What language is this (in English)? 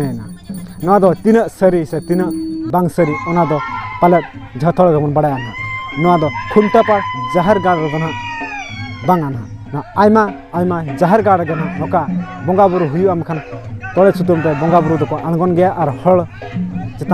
Santali